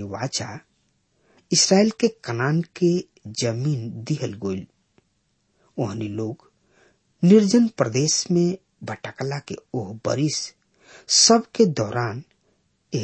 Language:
Bhojpuri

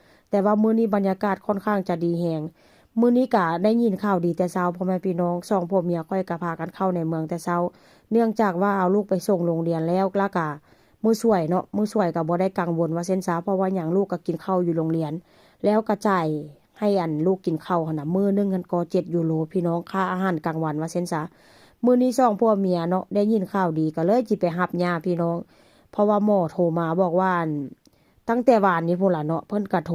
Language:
Northeastern Thai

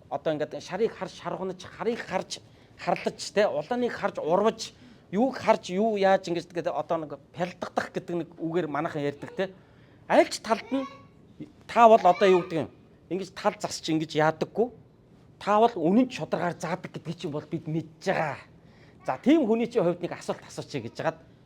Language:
Mongolian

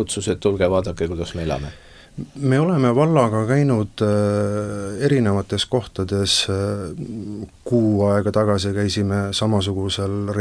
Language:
Estonian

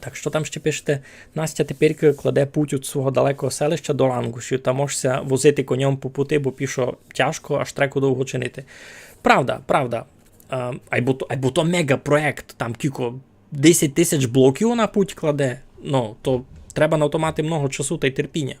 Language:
Rusyn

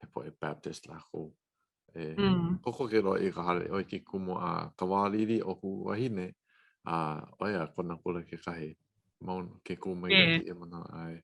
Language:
Hawaiian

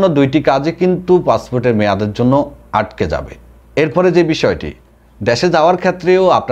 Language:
Bangla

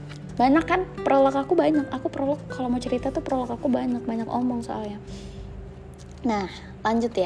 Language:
Indonesian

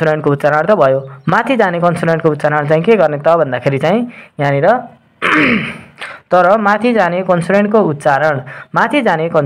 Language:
Nepali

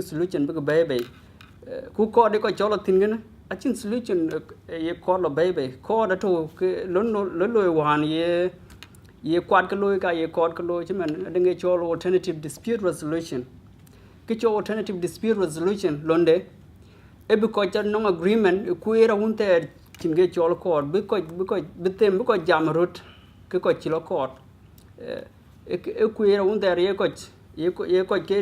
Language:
Dinka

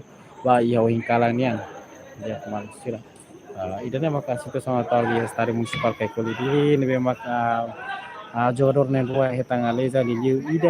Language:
Tetum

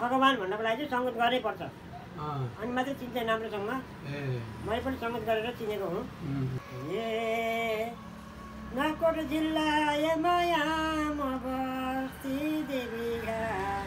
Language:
Nepali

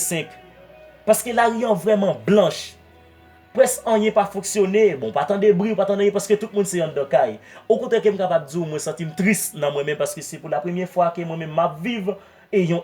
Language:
Haitian Creole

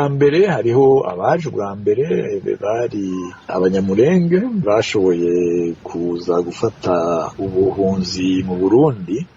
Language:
Rundi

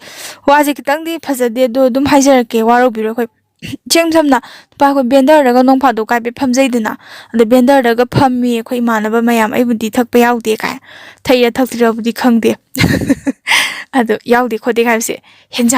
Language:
Manipuri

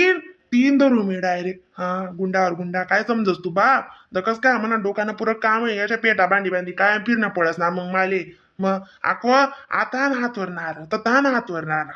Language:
Khandesi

